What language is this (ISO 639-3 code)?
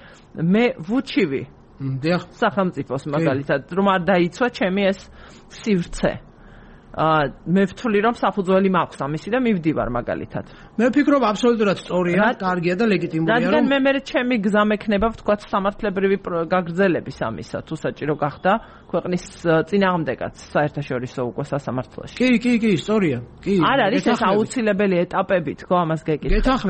kat